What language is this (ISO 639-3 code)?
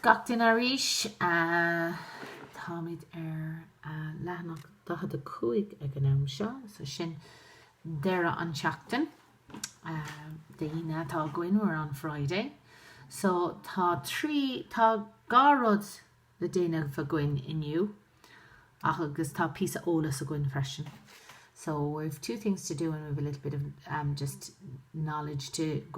gle